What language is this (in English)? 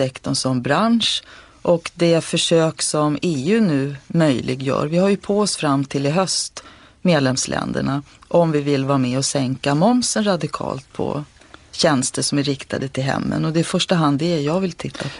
Swedish